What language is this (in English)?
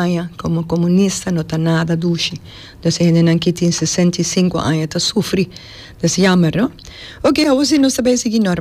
Papiamento